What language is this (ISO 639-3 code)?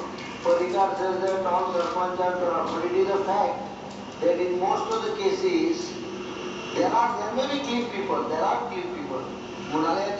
kok